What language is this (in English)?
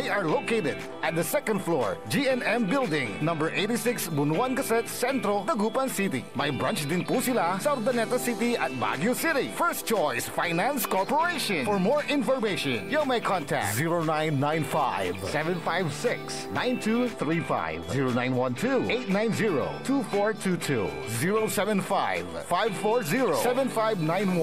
Pangasinan